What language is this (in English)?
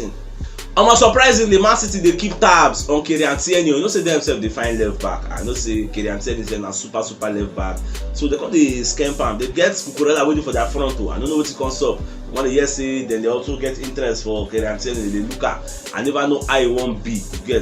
Nigerian Pidgin